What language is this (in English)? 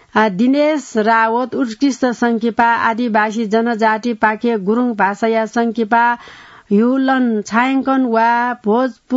Newari